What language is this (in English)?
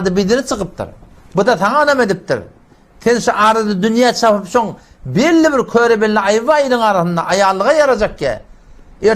Turkmen